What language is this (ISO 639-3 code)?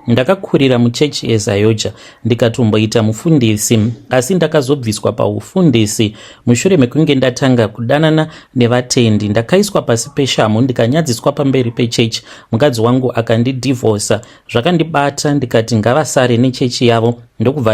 sna